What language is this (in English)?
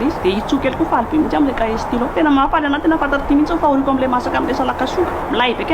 Malagasy